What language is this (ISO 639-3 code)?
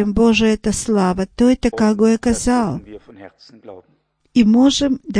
bul